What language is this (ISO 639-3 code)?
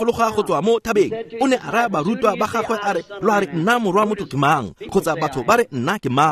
tsn